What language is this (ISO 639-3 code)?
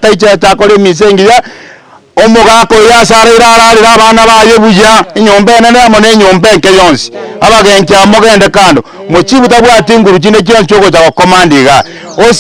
guz